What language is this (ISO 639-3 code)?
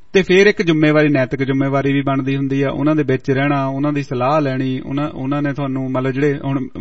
pan